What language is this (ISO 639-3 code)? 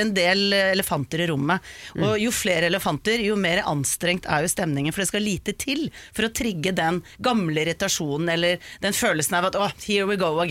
nor